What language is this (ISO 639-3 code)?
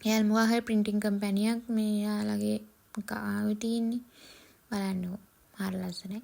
sin